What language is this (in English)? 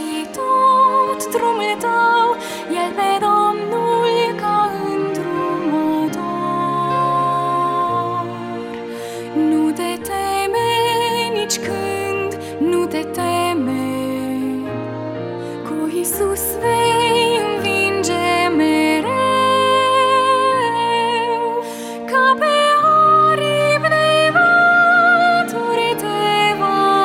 Romanian